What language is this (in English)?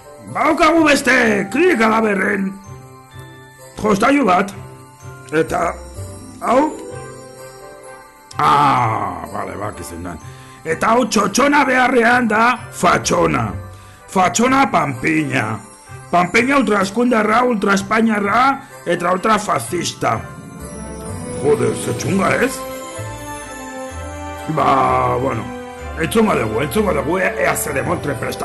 Basque